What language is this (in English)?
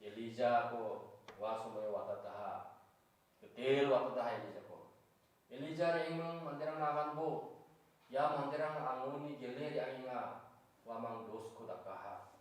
Garo